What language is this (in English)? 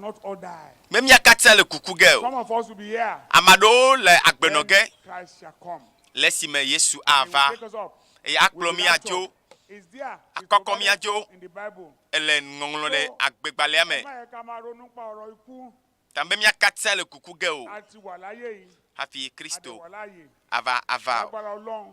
Ewe